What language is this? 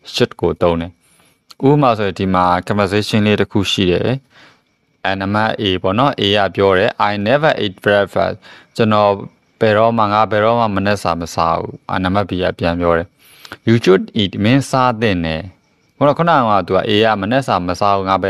Burmese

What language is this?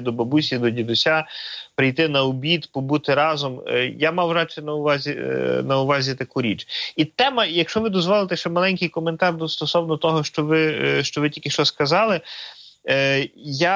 Ukrainian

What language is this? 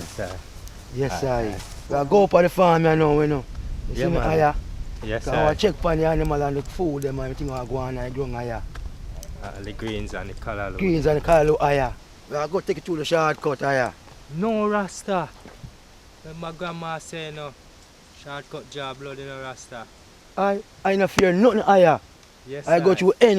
Jamaican Creole English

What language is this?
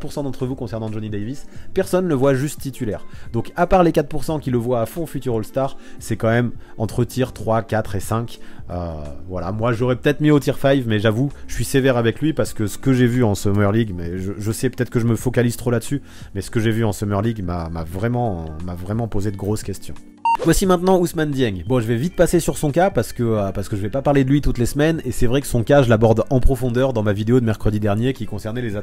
French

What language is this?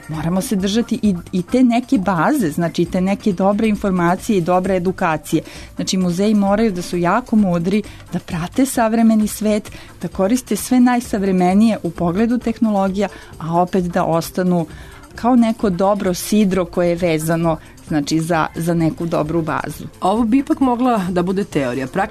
Serbian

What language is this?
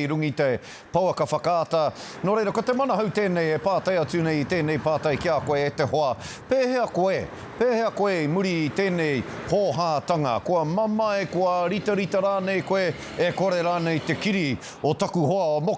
Māori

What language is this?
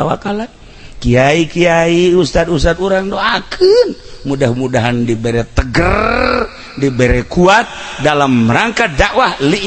Sundanese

